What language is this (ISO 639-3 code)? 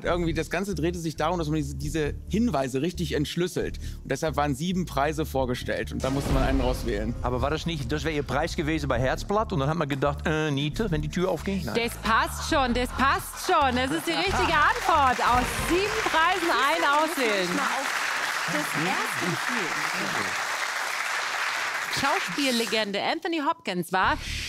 deu